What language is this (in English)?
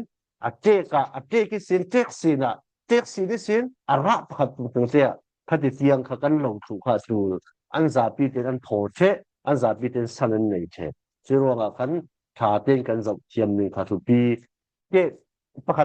Falam Chin